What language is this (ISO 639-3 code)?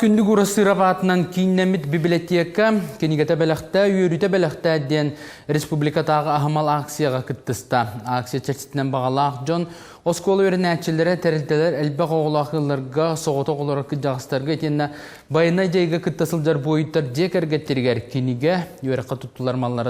sah